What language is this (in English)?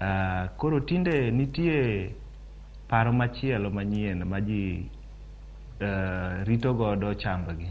Luo (Kenya and Tanzania)